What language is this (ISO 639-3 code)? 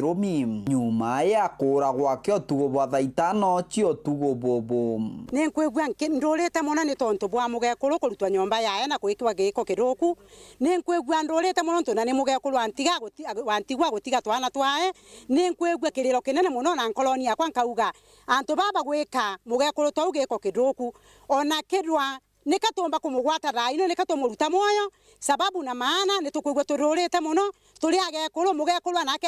mer